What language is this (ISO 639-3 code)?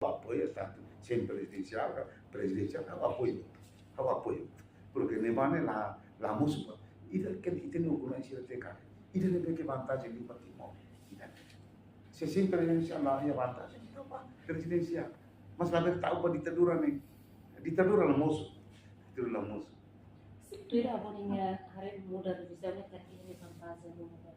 tet